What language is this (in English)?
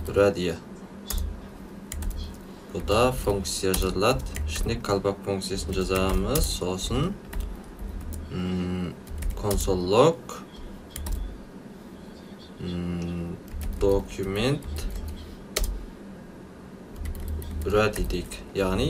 Kazakh